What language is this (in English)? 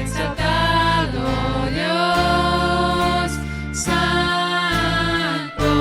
Plautdietsch